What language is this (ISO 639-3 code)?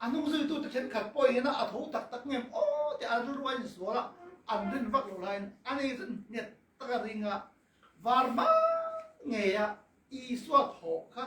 cnh